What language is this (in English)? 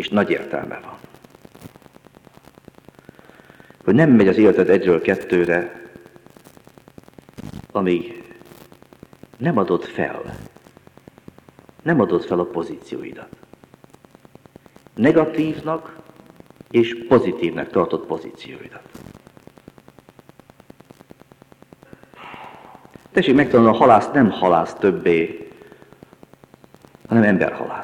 Hungarian